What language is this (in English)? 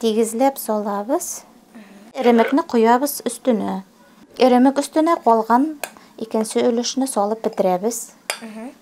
Bashkir